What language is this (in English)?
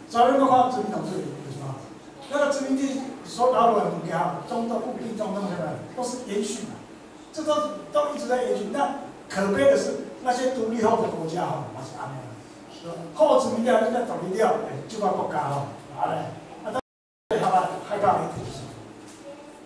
Chinese